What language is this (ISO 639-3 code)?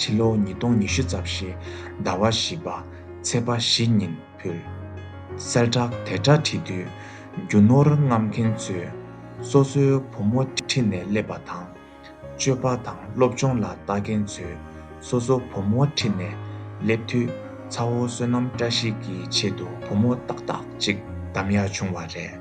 bod